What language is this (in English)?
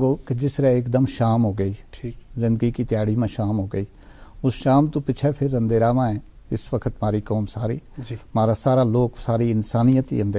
Gujari